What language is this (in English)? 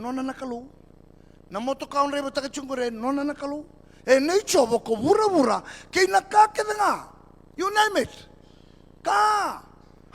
Fijian